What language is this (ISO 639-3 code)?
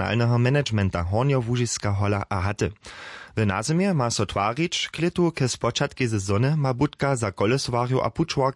hsb